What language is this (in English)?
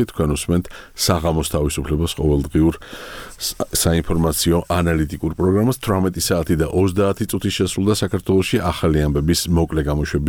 Georgian